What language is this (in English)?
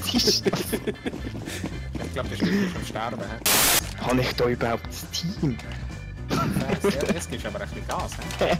Swiss German